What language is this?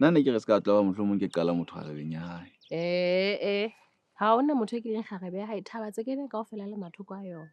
Southern Sotho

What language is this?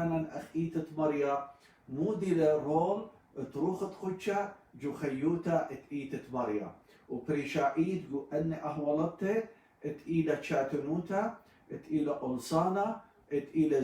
Assyrian Neo-Aramaic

